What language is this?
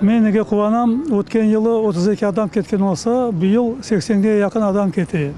Crimean Tatar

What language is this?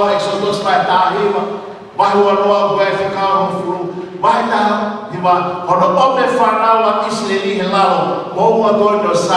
Tongan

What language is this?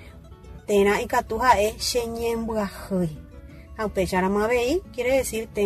Guarani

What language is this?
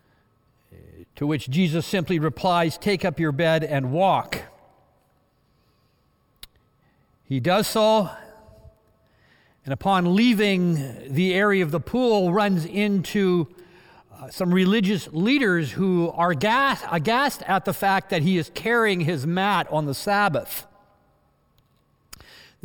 English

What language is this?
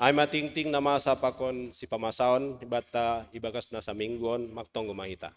Batak Simalungun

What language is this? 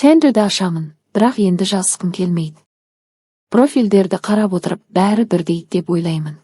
Kazakh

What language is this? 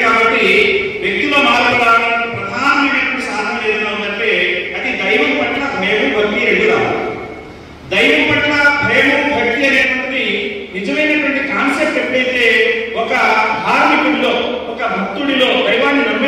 Telugu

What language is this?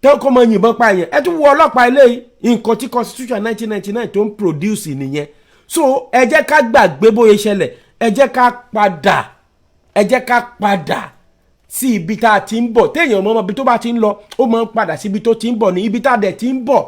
Yoruba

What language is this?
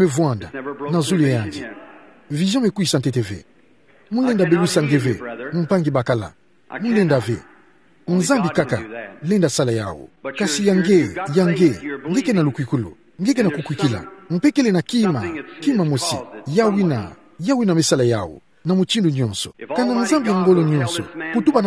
Kituba (Democratic Republic of Congo)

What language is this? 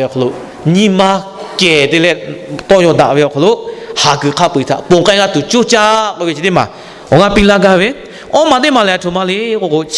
Lahu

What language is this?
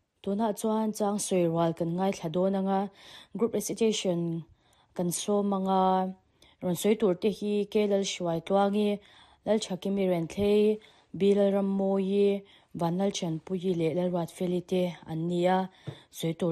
Mizo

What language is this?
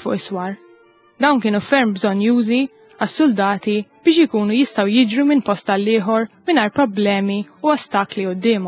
Maltese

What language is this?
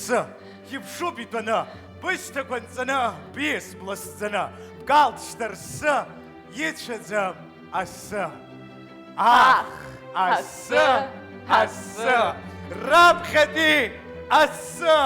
Abkhazian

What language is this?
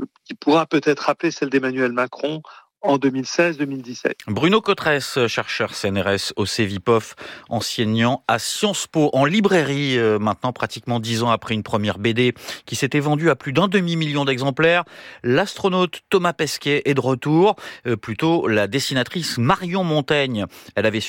French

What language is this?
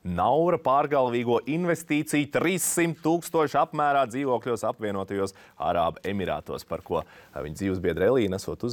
Latvian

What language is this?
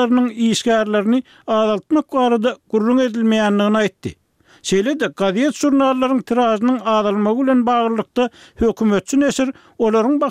Turkmen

